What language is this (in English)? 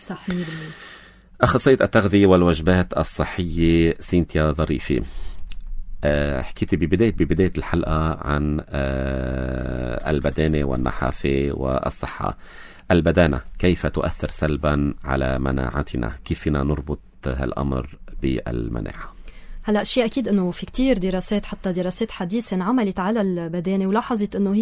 North Levantine Arabic